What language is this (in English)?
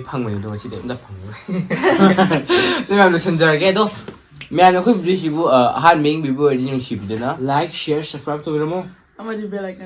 Manipuri